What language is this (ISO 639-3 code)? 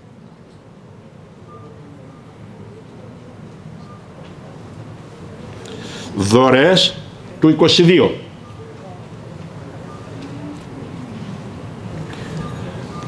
ell